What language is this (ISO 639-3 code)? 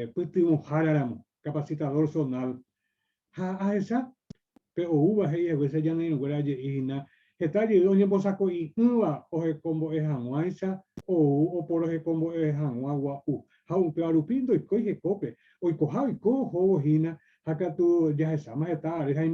grn